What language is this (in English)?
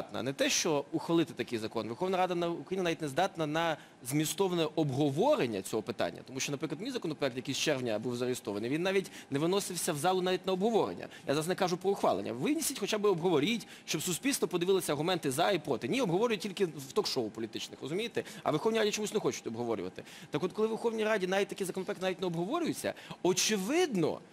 Ukrainian